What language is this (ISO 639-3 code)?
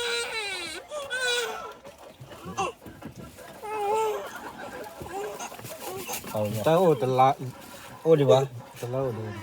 ksw